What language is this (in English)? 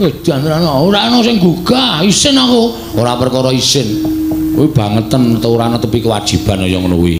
Javanese